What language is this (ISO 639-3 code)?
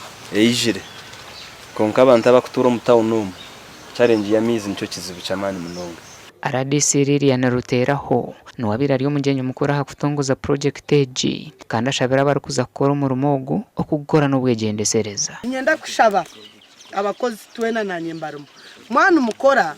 nyn